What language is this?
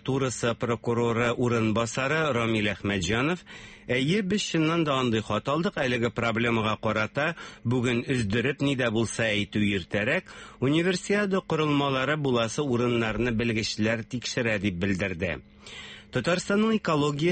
Tatar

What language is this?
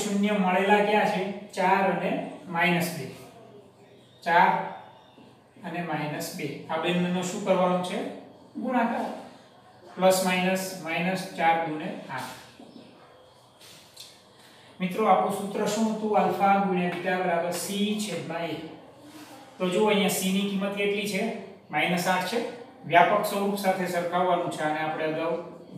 Gujarati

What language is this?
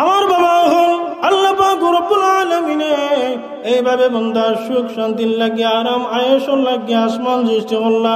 Sylheti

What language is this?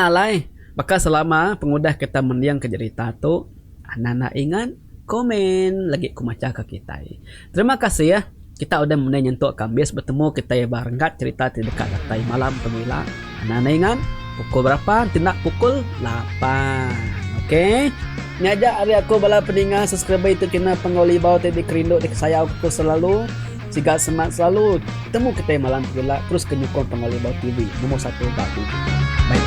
Iban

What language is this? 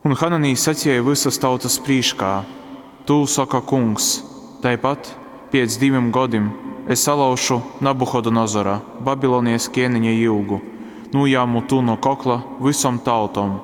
Latgalian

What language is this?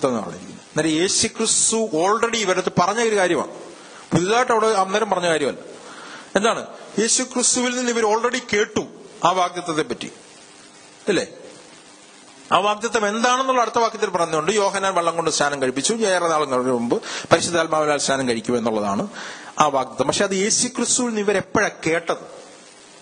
Malayalam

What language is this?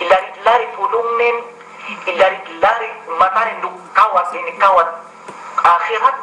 Yakan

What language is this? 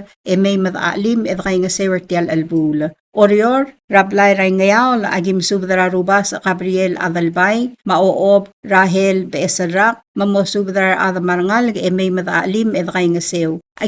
Palauan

